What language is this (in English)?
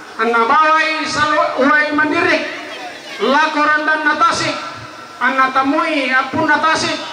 Toraja-Sa'dan